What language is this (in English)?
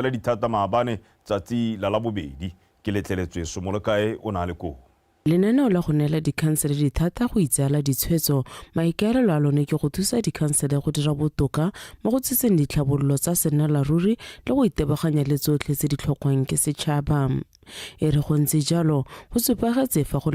Tswana